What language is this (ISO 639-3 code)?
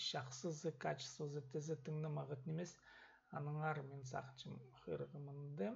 kjh